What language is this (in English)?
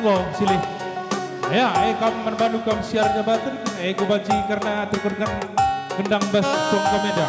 Batak Karo